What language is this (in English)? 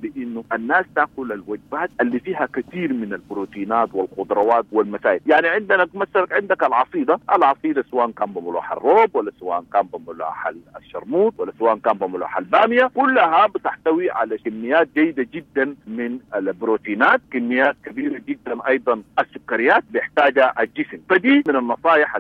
Sudanese Arabic